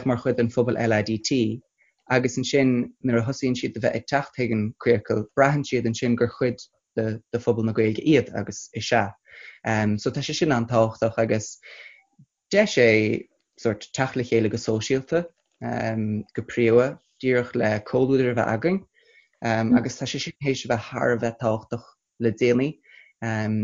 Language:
Irish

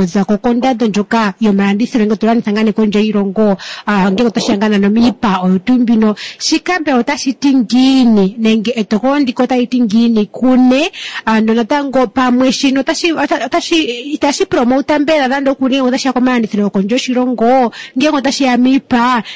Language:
Kuanyama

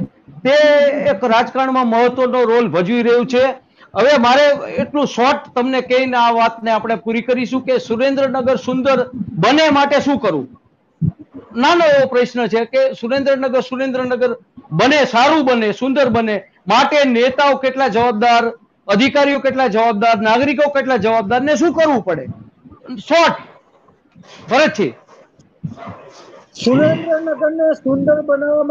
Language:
Gujarati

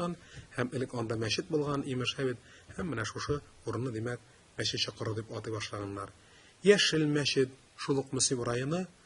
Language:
Tatar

